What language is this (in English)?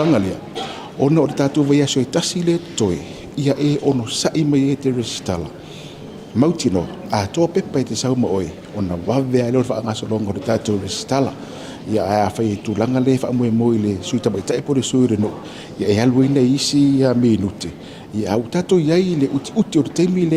Samoan